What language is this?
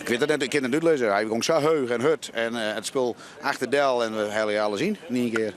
Western Frisian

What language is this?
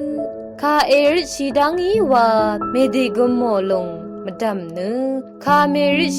Rawang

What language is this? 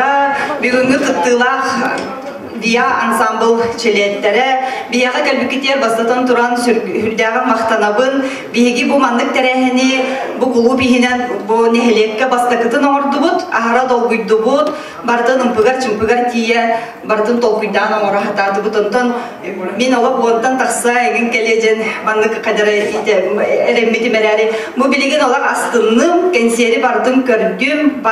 Yakut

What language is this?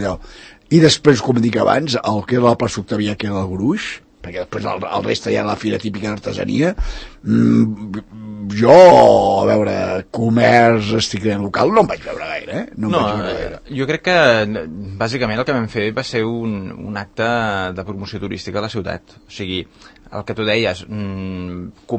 Catalan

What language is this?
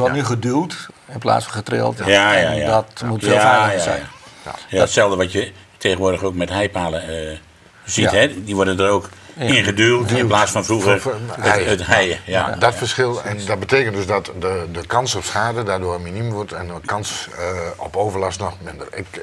Dutch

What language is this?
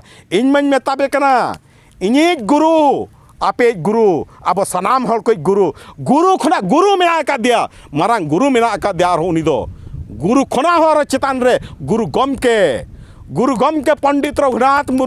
Santali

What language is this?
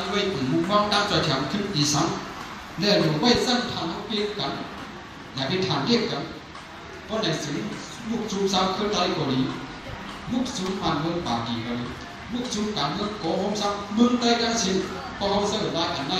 Shan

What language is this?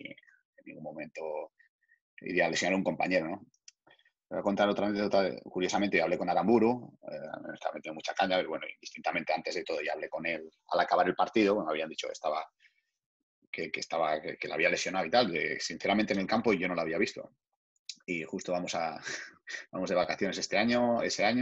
Spanish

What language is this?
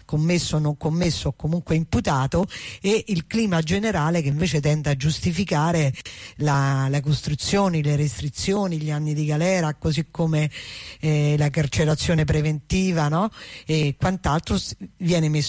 Italian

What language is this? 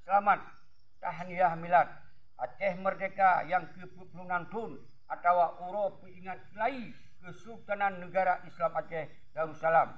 Achinese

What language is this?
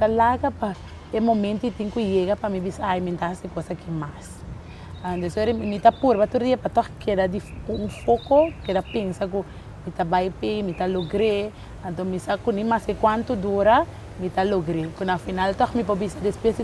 Papiamento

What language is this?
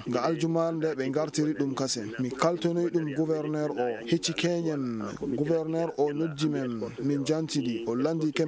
Maasina Fulfulde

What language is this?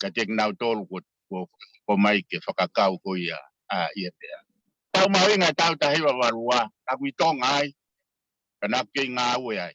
Tongan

